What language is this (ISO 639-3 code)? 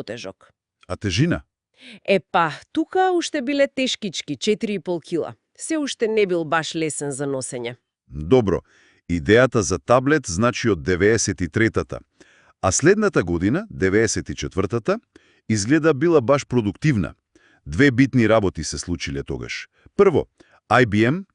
mkd